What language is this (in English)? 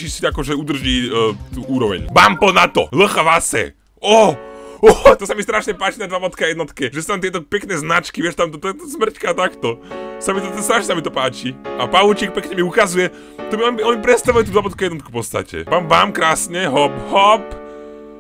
Slovak